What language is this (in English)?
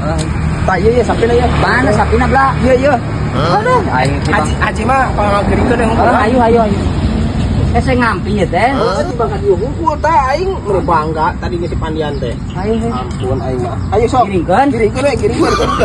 Sundanese